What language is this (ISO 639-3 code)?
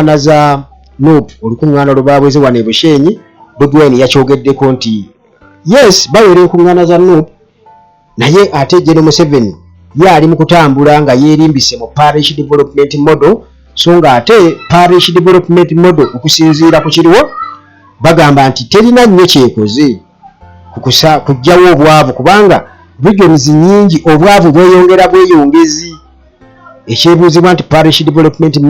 lug